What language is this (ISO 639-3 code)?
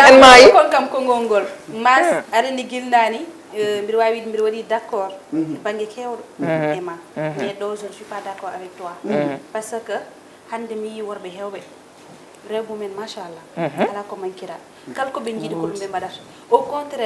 ful